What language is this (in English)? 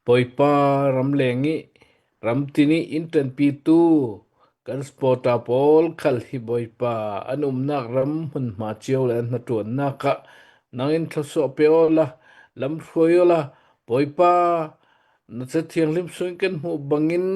Hakha Chin